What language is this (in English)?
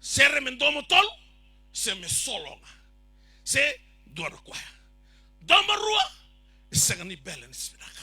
Fijian